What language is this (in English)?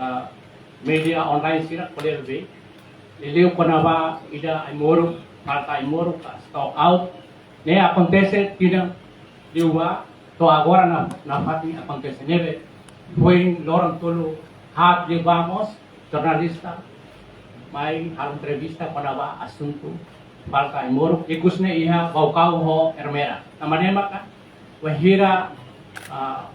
Tetum